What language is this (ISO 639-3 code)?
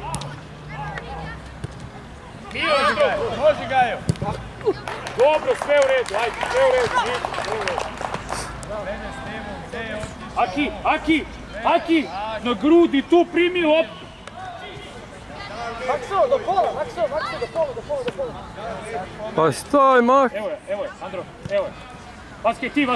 srp